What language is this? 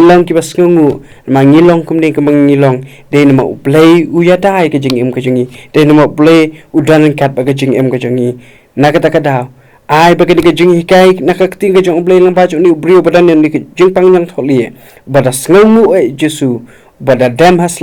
Khasi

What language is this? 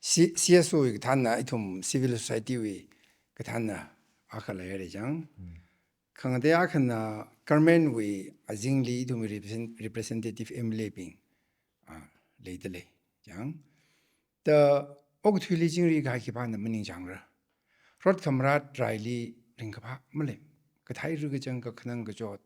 Tangkhul Naga (India)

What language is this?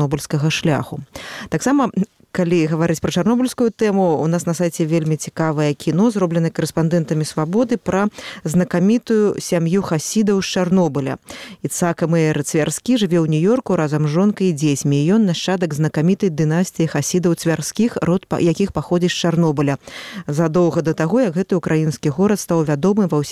Belarusian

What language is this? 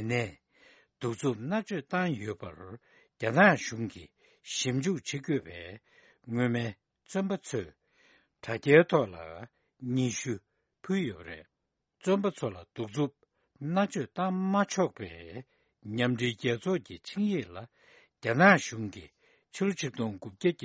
Tibetan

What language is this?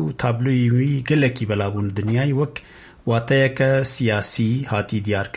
Kurdish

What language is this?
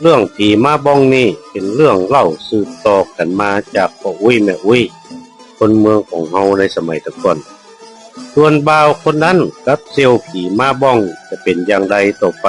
Northern Thai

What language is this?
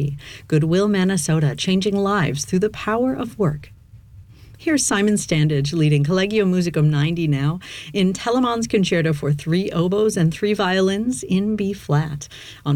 English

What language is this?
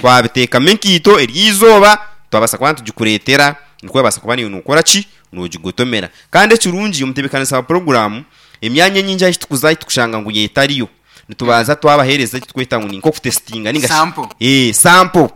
Nyankole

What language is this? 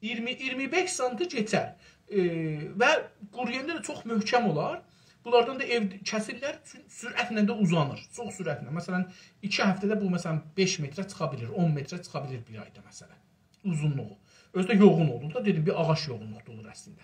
South Azerbaijani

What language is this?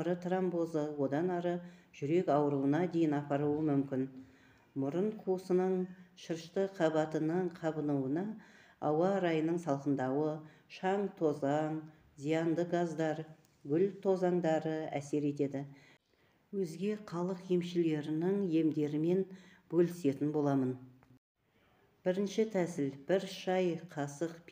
Kazakh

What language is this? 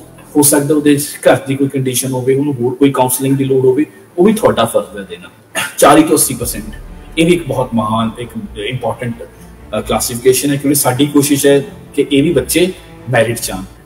Punjabi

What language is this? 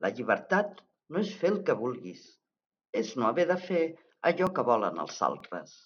Catalan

